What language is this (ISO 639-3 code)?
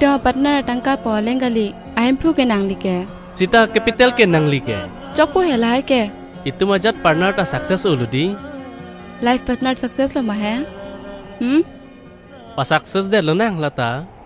mjw